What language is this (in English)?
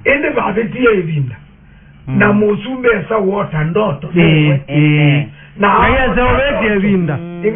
Kamba